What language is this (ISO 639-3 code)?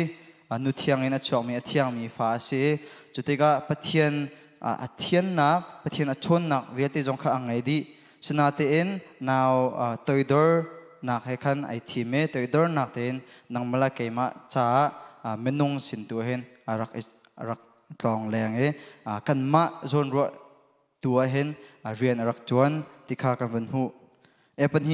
cnh